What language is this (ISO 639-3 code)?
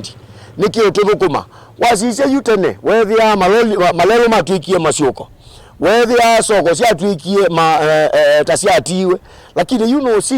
kam